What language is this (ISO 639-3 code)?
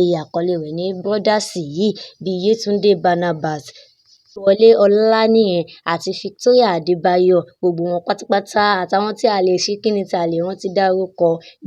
yor